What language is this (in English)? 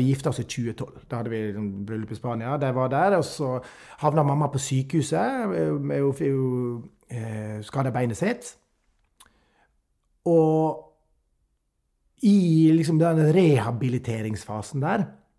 Norwegian